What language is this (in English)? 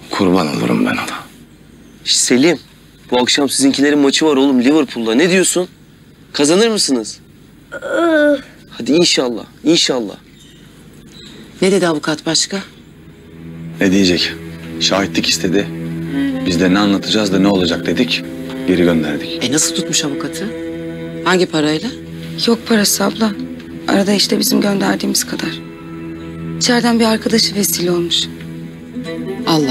Turkish